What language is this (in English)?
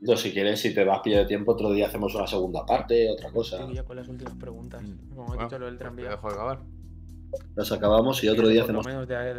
Spanish